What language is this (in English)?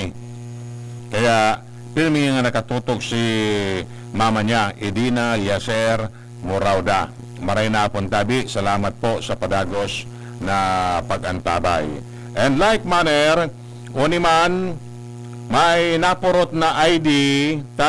Bikol